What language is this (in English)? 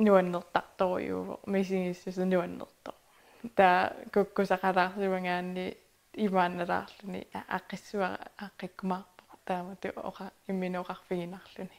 Kalaallisut